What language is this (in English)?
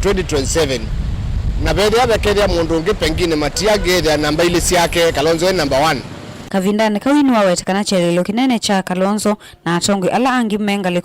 Kamba